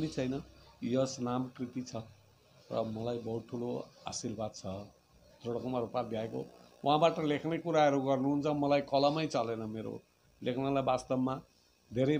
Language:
Nepali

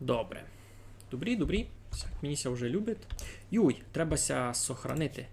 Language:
Rusyn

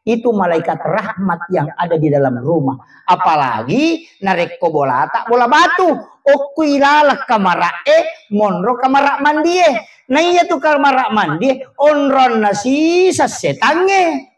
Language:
Buginese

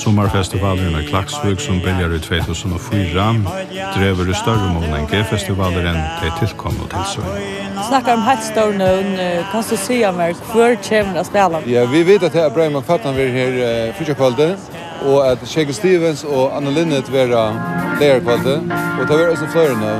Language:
Faroese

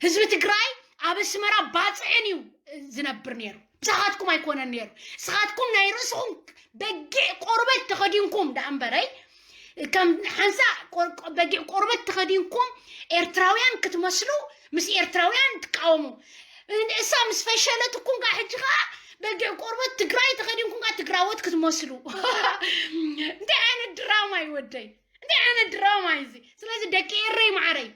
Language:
Tigrinya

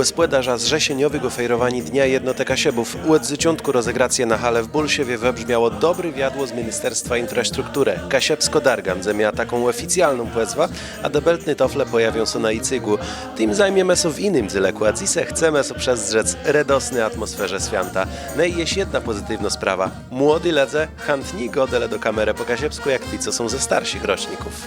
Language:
Kashubian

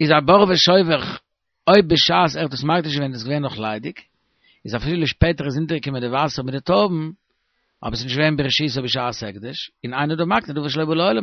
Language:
Yiddish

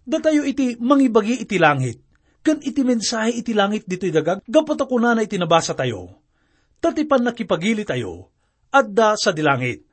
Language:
Iloko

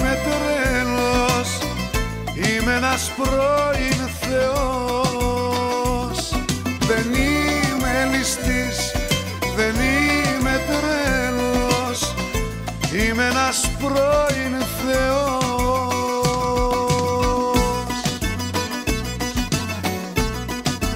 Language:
Greek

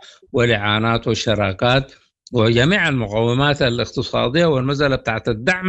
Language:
Sudanese Arabic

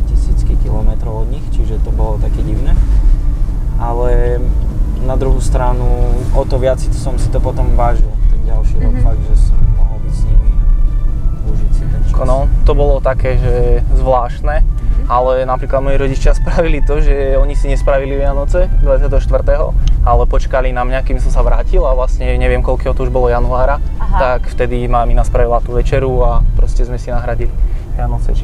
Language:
Slovak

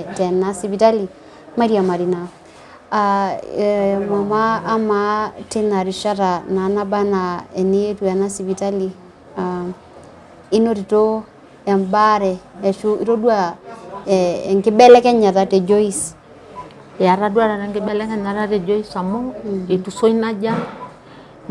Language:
Masai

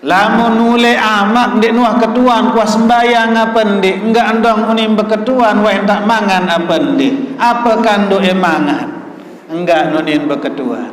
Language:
Sasak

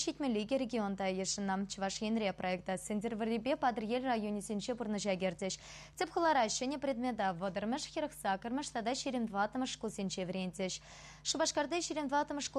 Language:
Chuvash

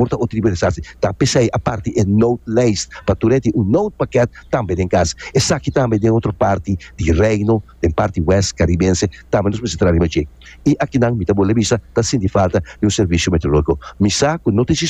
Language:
Papiamento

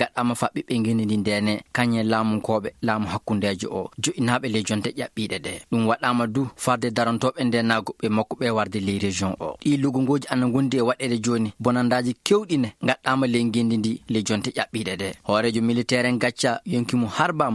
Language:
Fula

